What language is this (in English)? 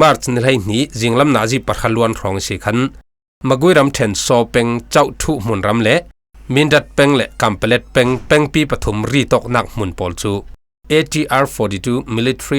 Falam Chin